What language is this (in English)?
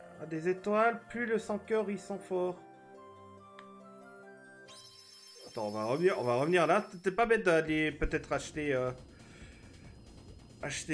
French